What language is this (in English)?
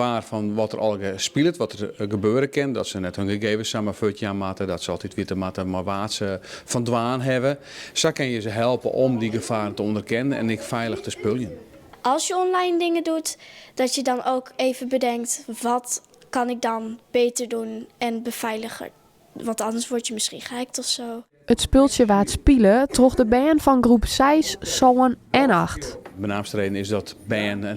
Western Frisian